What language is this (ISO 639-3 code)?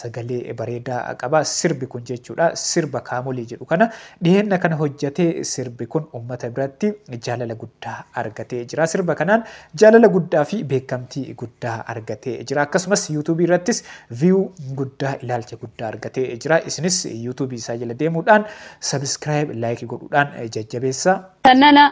orm